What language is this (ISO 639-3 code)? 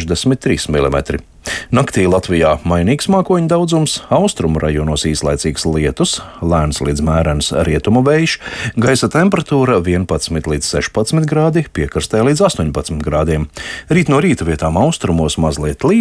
lav